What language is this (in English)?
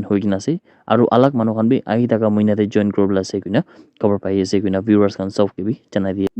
Naga Pidgin